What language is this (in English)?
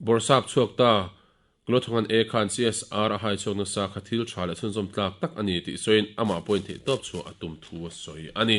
Mizo